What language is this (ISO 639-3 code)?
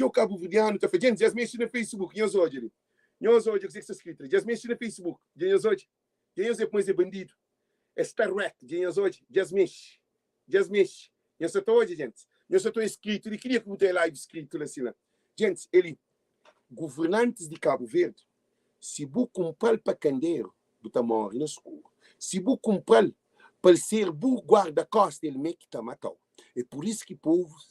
kea